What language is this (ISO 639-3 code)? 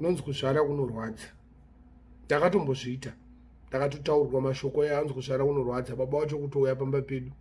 sna